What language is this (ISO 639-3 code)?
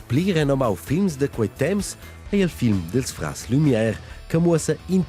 roh